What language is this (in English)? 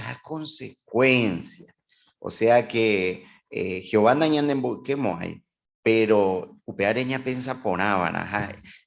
Guarani